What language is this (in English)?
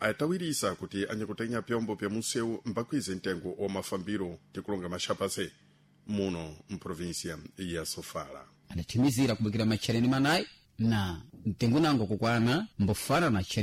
Sena